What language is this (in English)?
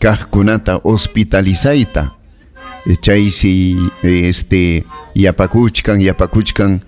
Ayacucho Quechua